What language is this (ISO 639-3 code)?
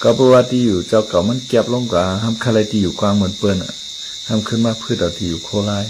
shn